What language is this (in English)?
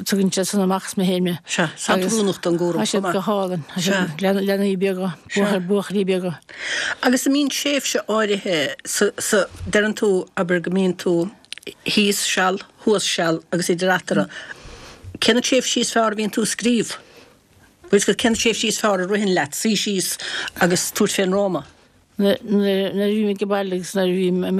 Irish